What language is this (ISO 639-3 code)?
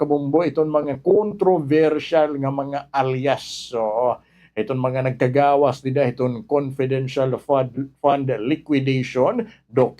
war